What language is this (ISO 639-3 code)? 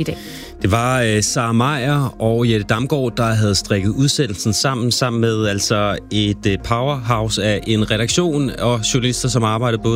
dan